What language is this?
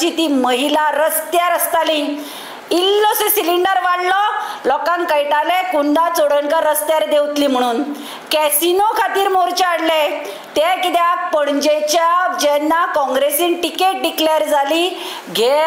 Konkani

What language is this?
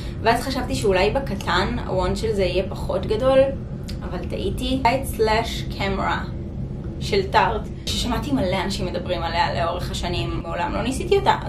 Hebrew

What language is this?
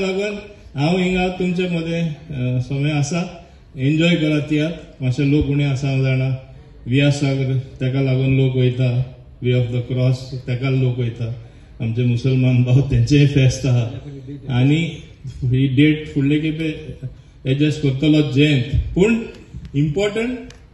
Konkani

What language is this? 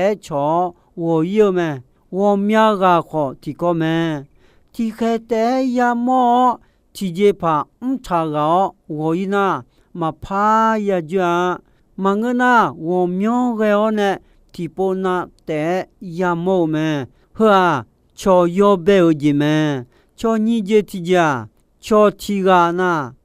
Akha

